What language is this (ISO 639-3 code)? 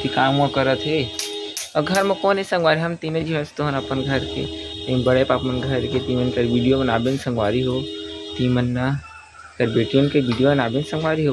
hne